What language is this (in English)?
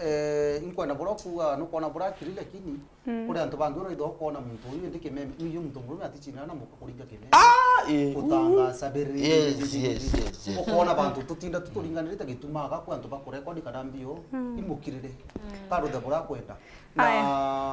Meru